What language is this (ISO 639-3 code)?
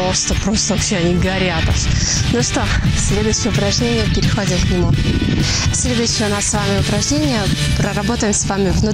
rus